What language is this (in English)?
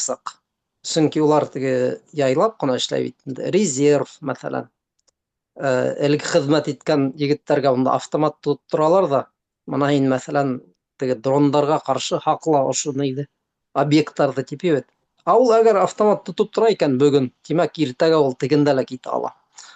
Bashkir